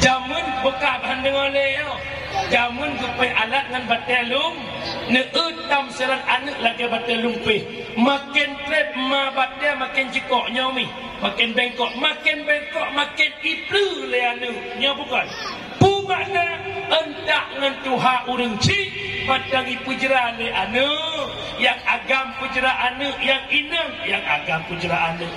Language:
Achinese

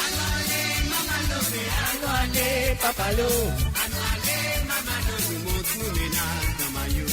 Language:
Morisyen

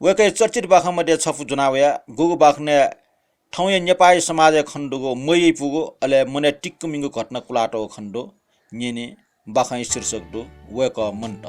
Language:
Newari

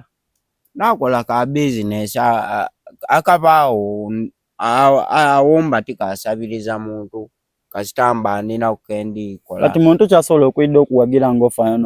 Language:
Soga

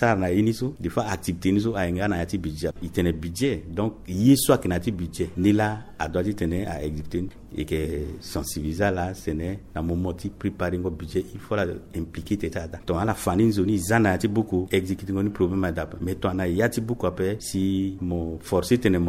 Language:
Sango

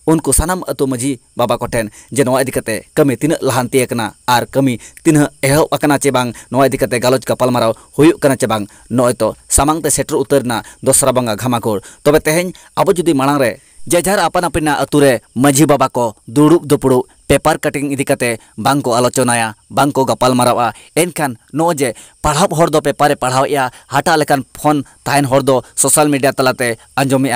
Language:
Santali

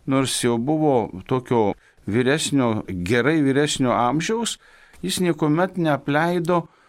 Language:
Lithuanian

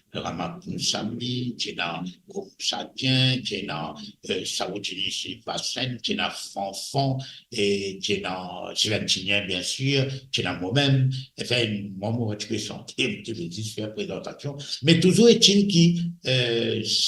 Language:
Morisyen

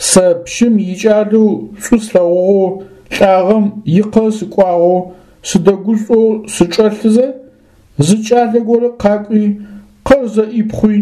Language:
Adyghe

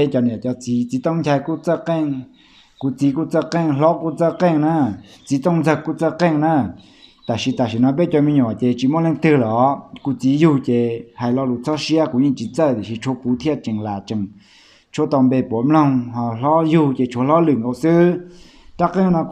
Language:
Hmong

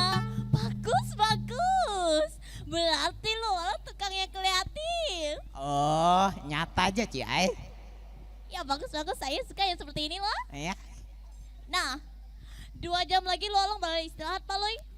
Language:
Banjar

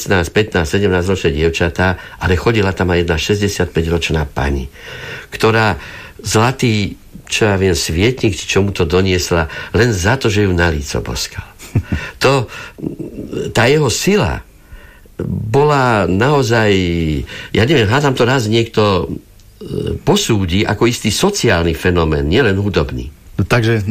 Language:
Slovak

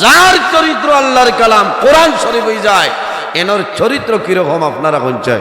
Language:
Sylheti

